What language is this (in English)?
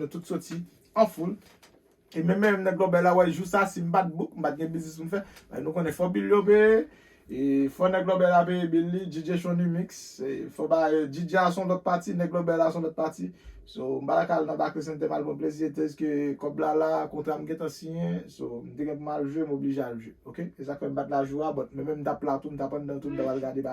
Haitian Creole